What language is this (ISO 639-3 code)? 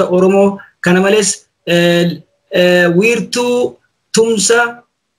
orm